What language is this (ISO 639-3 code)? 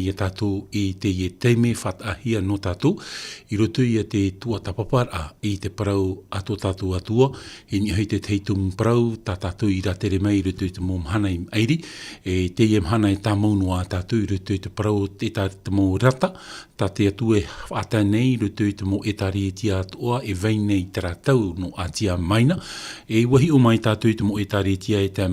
tah